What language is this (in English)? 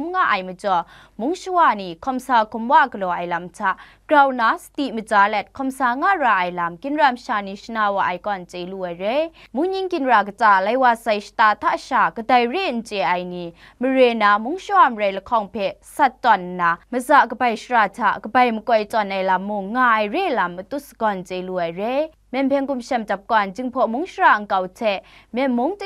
Kachin